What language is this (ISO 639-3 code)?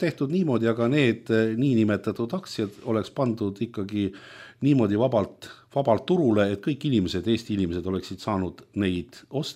est